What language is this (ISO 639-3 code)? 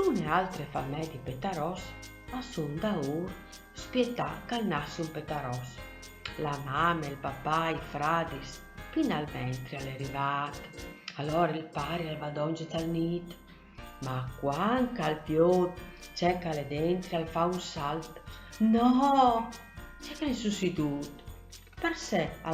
fur